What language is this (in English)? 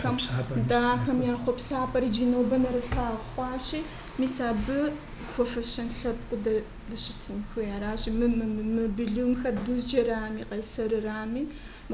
Kabardian